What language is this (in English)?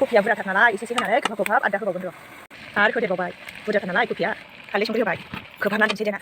Bodo